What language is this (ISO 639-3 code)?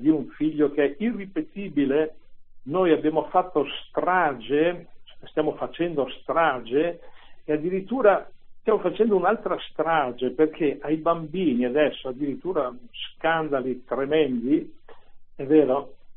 ita